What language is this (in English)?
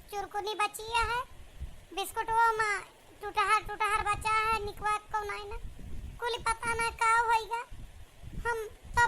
Awadhi